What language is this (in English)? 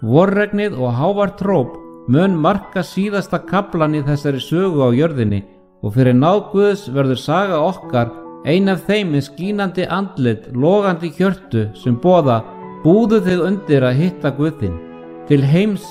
Icelandic